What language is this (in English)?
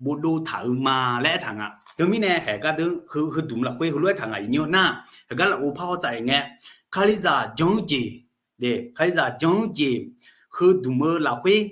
Akha